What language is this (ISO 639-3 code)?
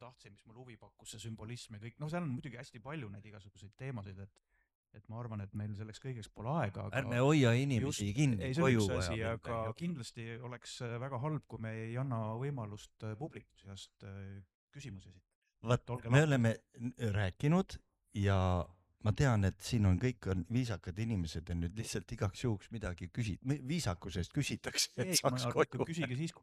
est